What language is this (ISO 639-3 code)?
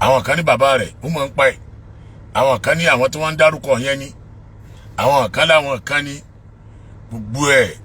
yor